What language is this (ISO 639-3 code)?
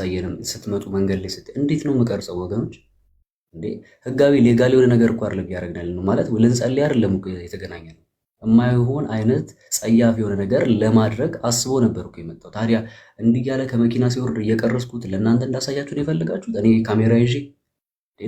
amh